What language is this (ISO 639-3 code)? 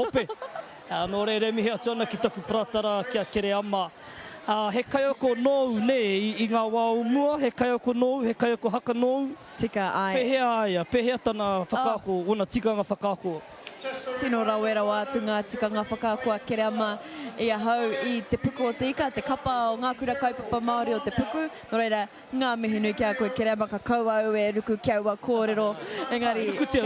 mri